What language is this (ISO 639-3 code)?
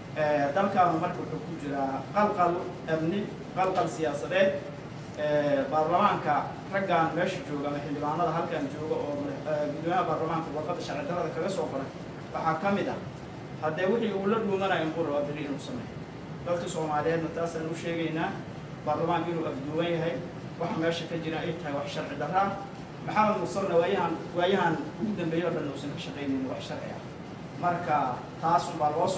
som